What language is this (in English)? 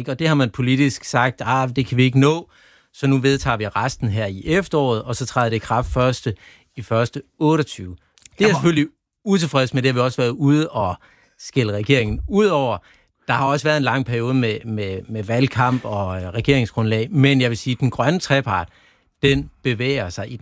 Danish